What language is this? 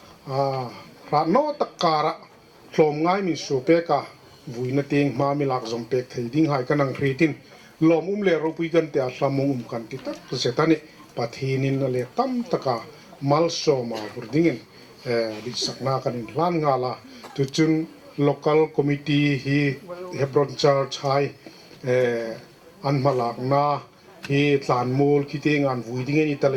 Hmar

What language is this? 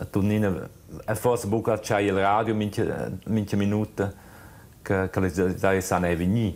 Romansh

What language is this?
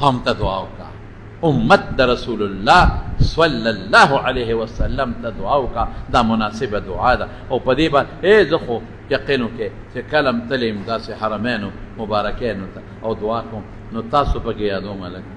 Pashto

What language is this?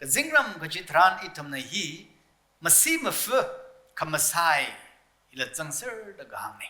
Tangkhul Naga (India)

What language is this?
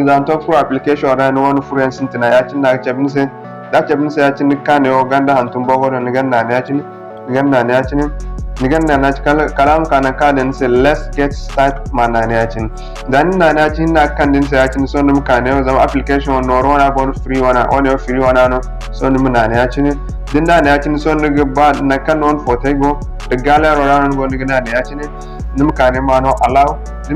Zarma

